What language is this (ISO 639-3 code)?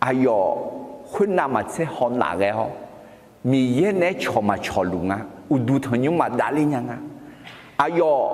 ahk